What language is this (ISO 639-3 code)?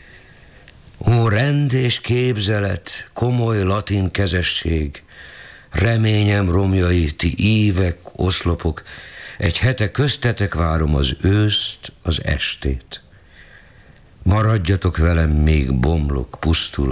hun